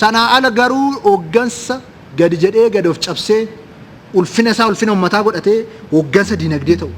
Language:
Oromo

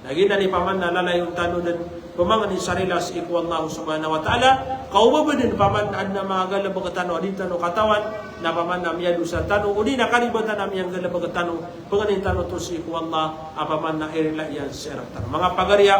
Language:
Maranao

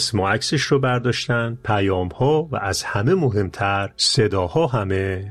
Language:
Persian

